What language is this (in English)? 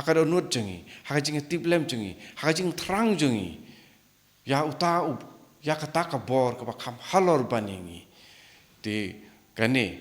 Khasi